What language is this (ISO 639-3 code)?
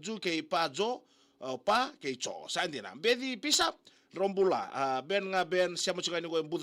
fij